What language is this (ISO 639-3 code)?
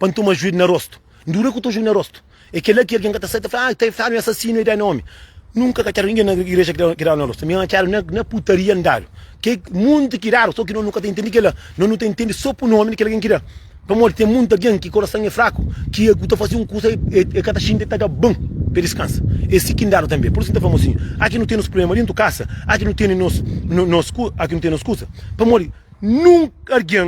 kea